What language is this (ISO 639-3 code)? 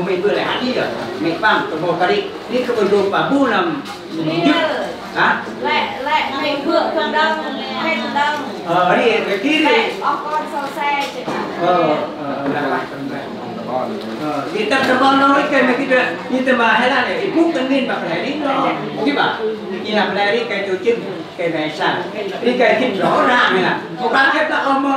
cmo